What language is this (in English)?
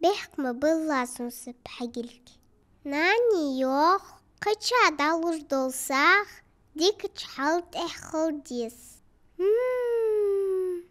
Ingush